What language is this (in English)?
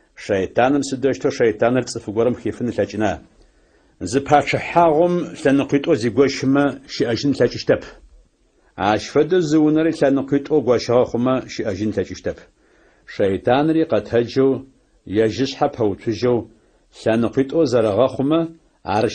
Adyghe